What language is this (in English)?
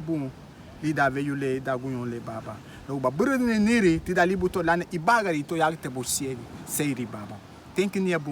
Garifuna